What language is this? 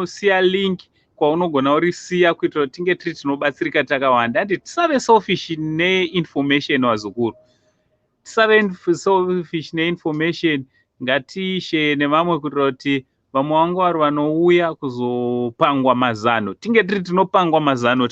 Shona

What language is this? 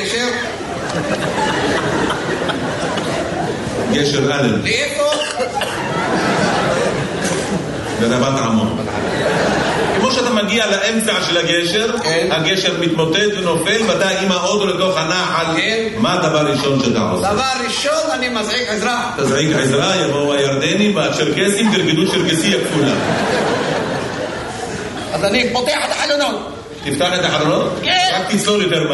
Hebrew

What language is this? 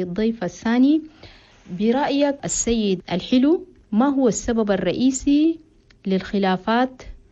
Chadian Arabic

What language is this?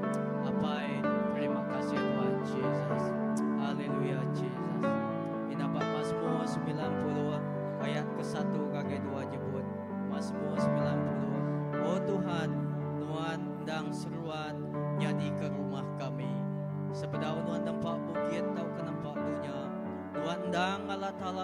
Iban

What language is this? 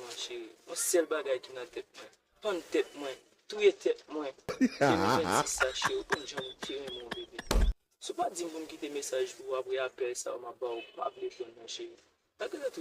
Haitian Creole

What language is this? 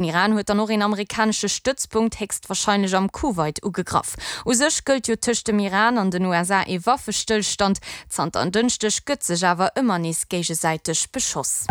Luxembourgish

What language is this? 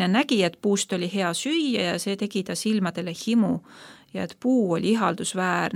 Estonian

